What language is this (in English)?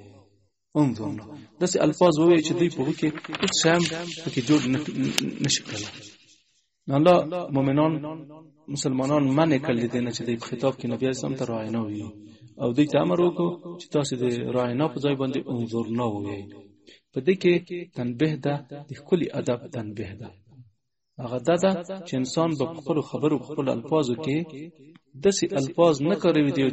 Pashto